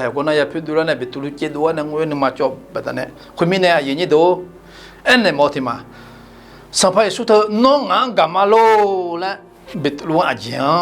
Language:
Akha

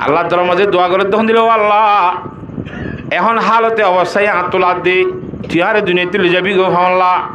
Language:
Rohingya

